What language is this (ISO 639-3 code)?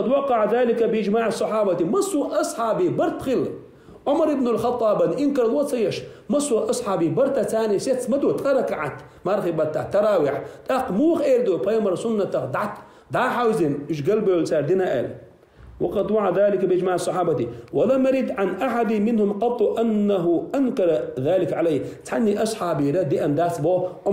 che